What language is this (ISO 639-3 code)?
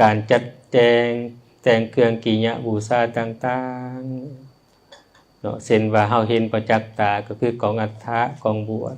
lao